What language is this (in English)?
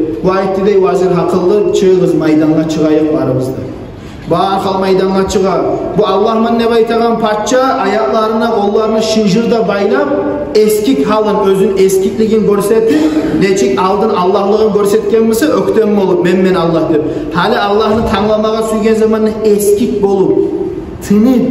Kumyk